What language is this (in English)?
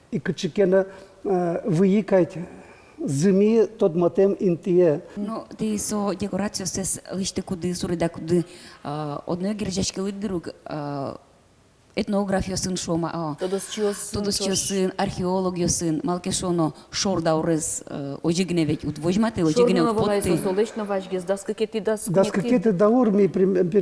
Udmurt